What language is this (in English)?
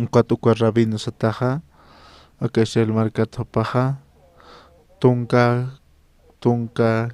Aymara